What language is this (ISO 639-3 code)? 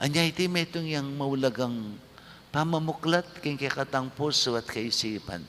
pam